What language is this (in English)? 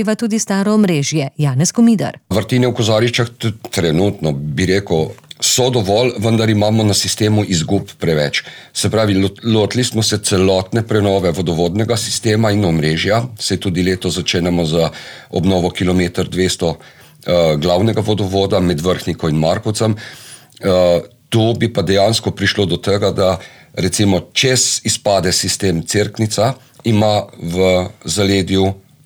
Slovenian